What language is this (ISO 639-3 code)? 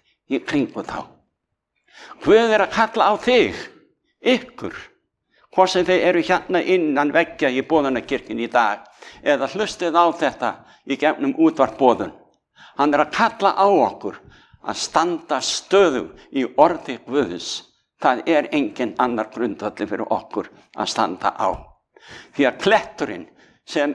isl